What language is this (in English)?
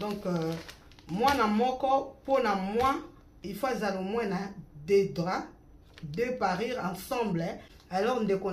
Lingala